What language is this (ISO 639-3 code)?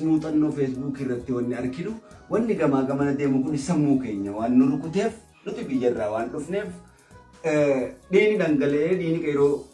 orm